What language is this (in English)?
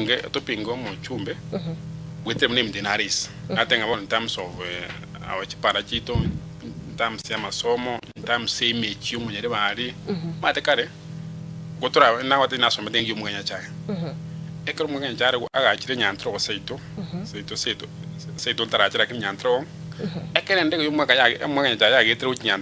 Gusii